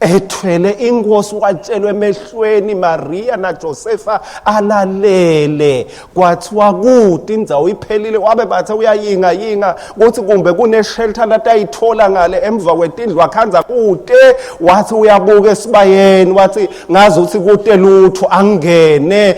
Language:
Swati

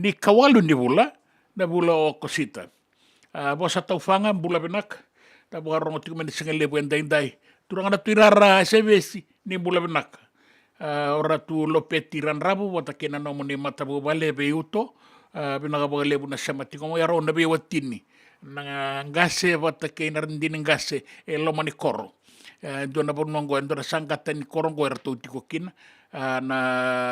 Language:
Fijian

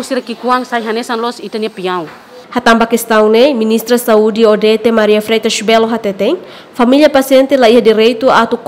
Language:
Tetum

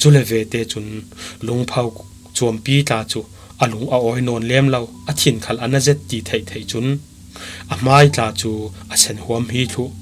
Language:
Falam Chin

